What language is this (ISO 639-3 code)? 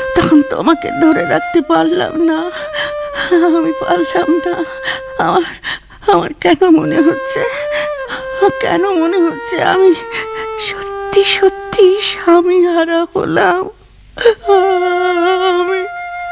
ben